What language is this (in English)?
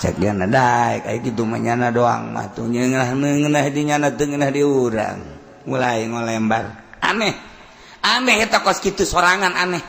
Sundanese